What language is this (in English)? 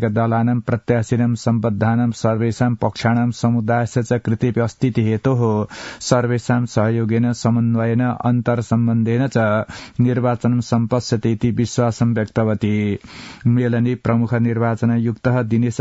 Sanskrit